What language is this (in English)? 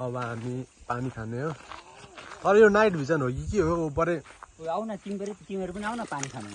Nepali